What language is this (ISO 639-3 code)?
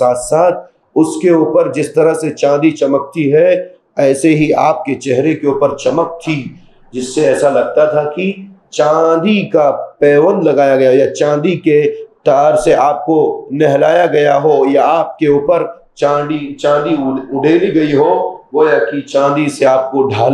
urd